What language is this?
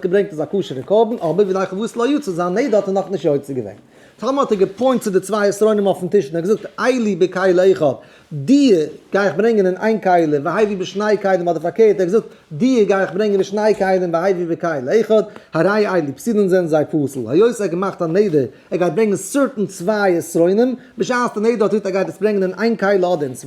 Yiddish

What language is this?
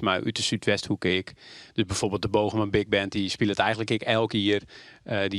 Western Frisian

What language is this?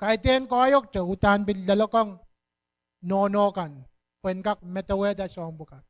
Pohnpeian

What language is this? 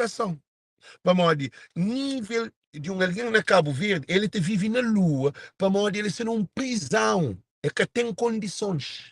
Kabuverdianu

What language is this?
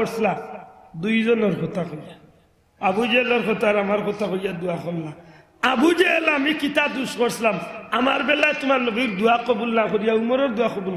Sylheti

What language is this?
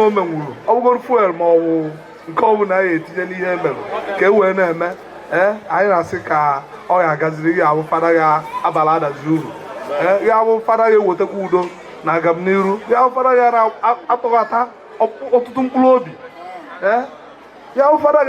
Igbo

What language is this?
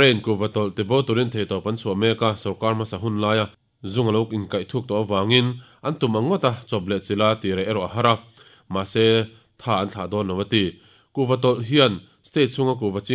Mizo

